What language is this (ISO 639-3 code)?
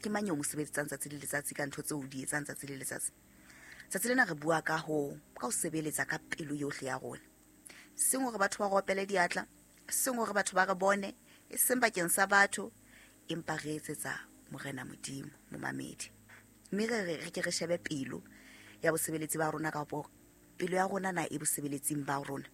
sot